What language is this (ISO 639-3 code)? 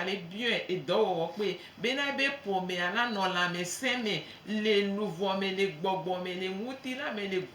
gej